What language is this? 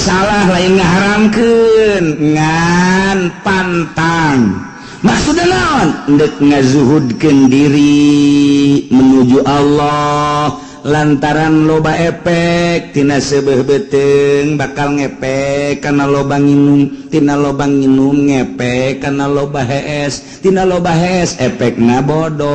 Sundanese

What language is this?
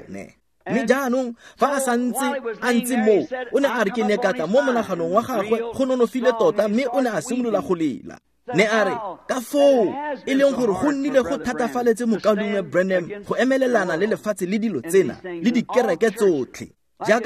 Tswana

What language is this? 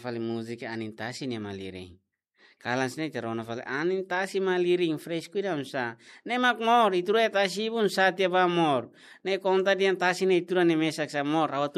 Tetum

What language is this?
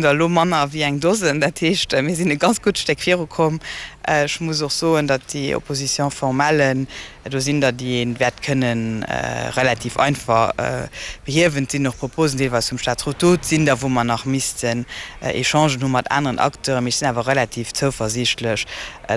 Luxembourgish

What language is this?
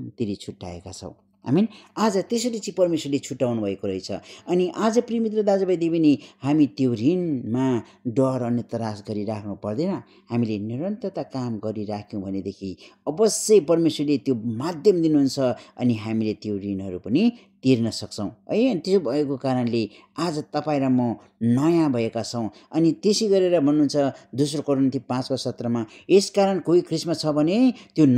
Nepali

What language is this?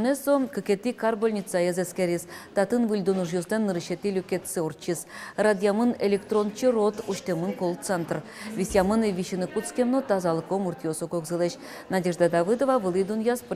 Udmurt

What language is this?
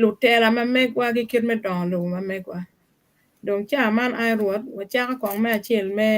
Acoli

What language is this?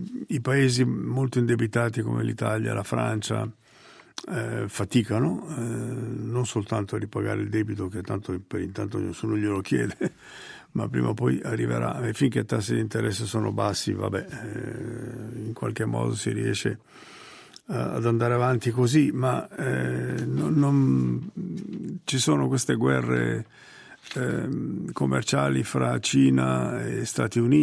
Italian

